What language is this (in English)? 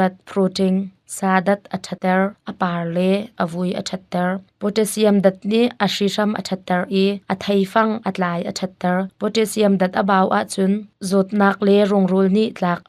Hakha Chin